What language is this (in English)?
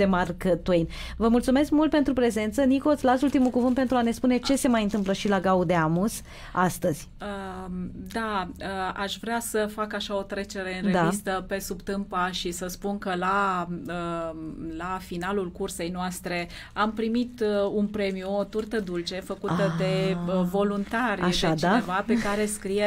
Romanian